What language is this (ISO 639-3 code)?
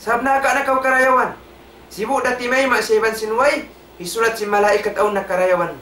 tsg